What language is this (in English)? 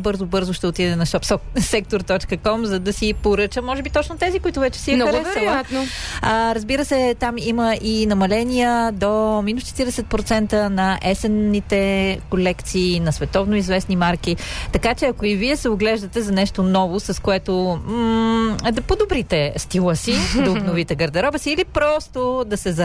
Bulgarian